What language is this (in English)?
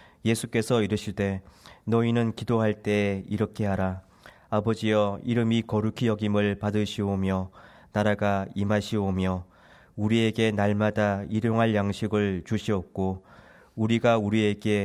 Korean